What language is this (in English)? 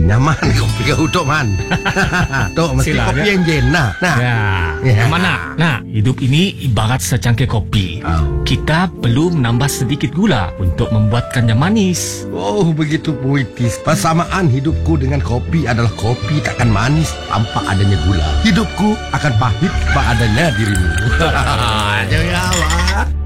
Malay